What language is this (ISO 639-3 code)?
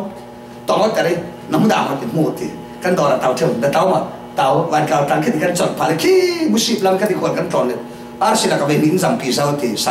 cfm